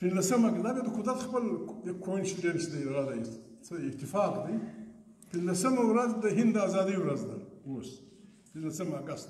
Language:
Pashto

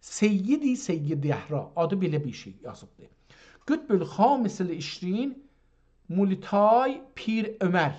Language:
South Azerbaijani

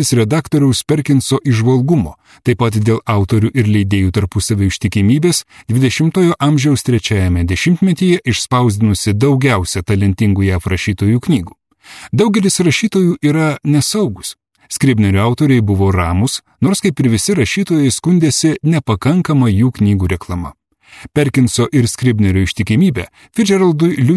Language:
Lithuanian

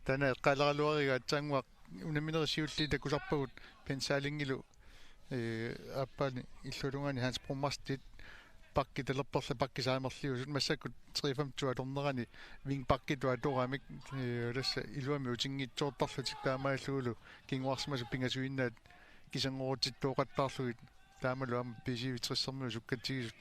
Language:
Kalaallisut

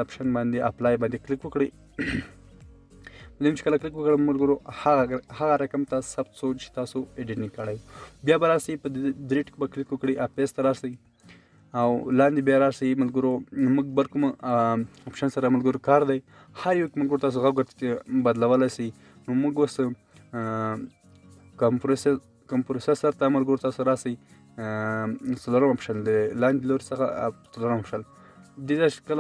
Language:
Pashto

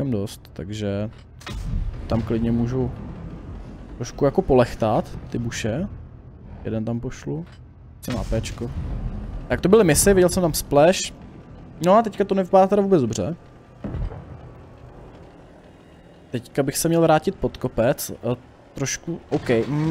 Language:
Czech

